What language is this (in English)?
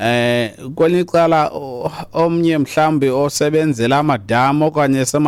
Xhosa